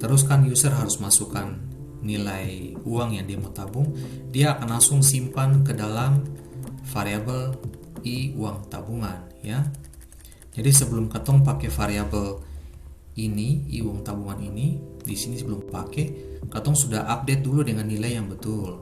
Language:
Ambonese Malay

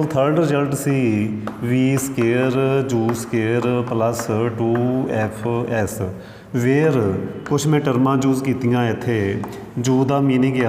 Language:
Punjabi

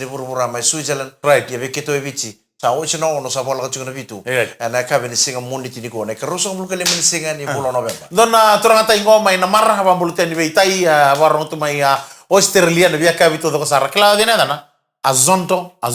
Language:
Fijian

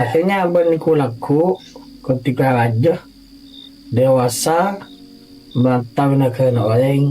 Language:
Madurese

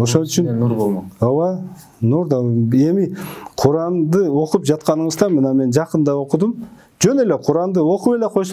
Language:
Kyrgyz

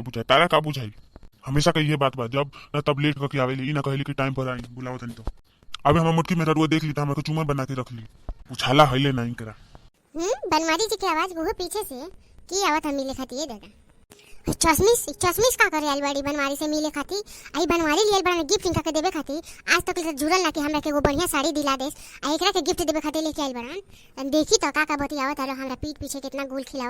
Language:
Bhojpuri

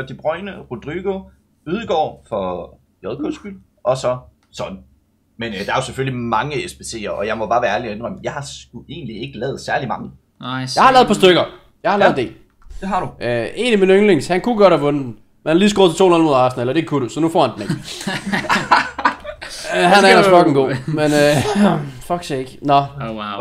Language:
Danish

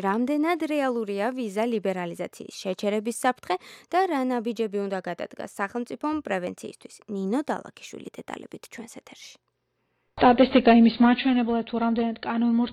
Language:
Georgian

